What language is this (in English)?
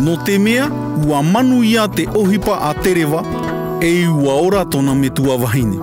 Tahitian